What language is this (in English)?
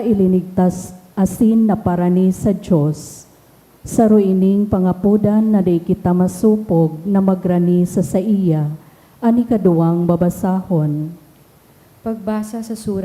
Bikol